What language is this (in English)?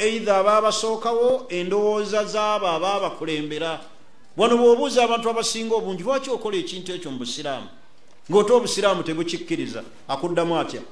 Ganda